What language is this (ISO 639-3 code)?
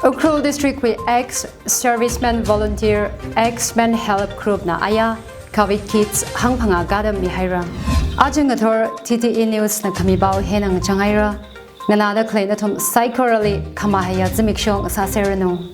nmf